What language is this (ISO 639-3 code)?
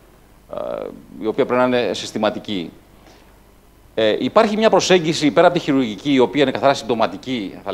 ell